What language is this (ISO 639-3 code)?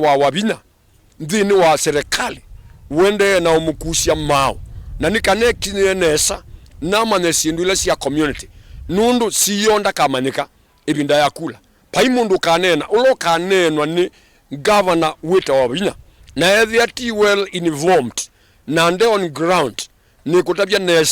kam